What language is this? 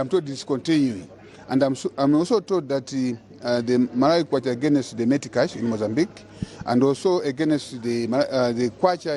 English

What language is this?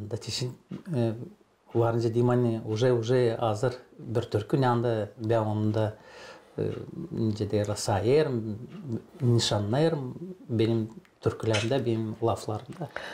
Gagauz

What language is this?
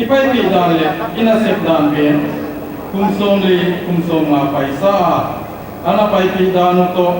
Paite Chin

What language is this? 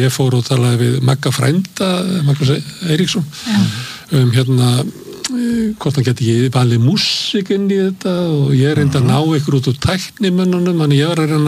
Icelandic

